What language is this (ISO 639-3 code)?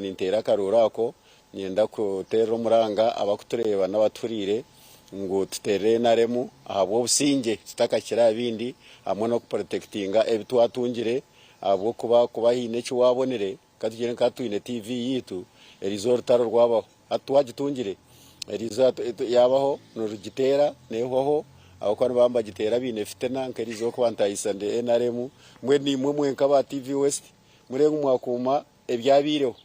nyn